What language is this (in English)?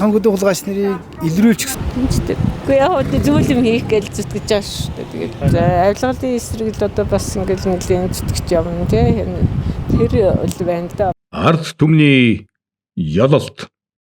Mongolian